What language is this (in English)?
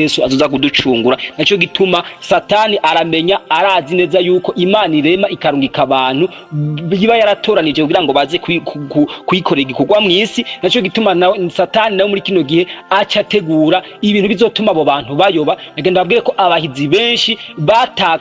Rundi